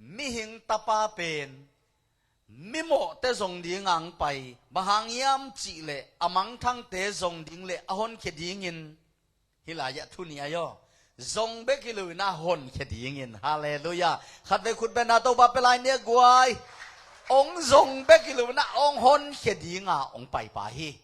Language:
Tedim Chin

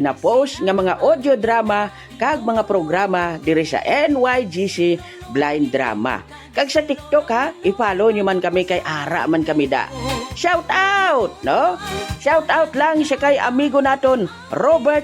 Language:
Hiligaynon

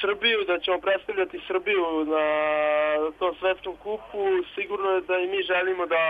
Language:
Serbian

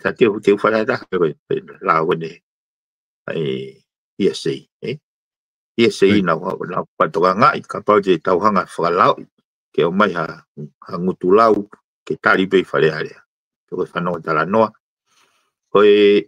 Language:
Tongan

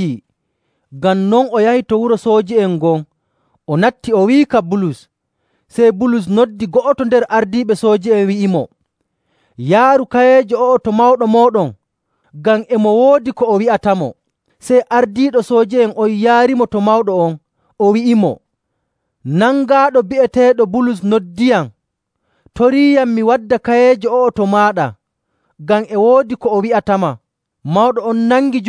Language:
Nigerian Fulfulde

